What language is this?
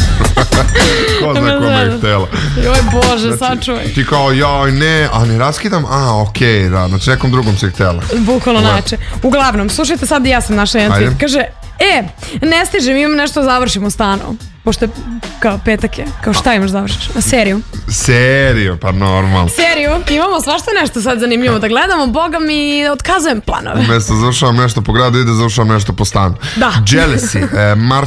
Serbian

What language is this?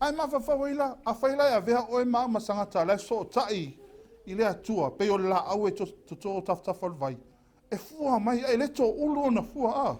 Samoan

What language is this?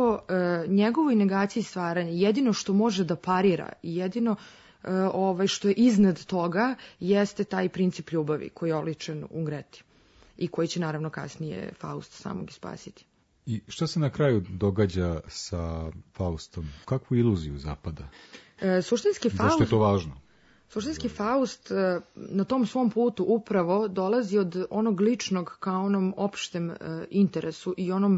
Serbian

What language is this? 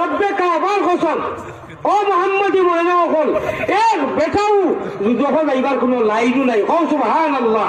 Sylheti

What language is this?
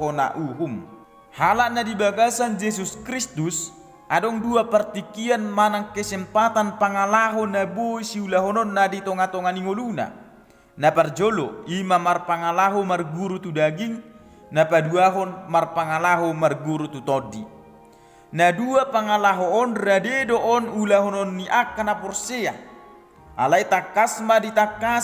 Batak Toba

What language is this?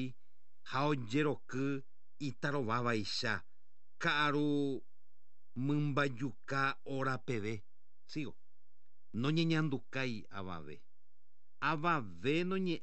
Guarani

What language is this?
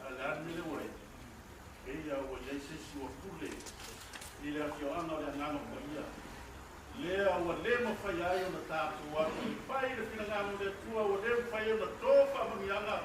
Samoan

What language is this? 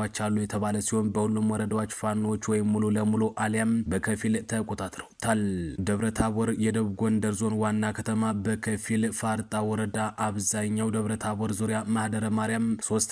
Amharic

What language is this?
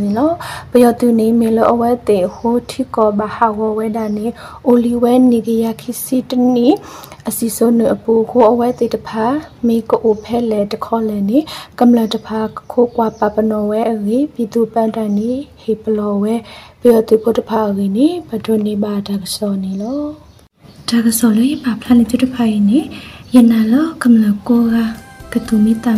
Burmese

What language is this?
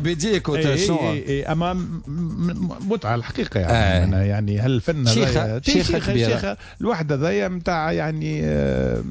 Tunisian Arabic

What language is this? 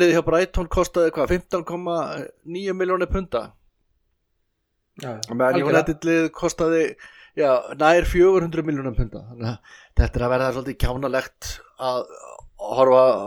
Icelandic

